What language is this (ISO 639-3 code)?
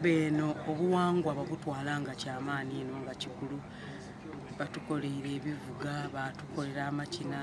xog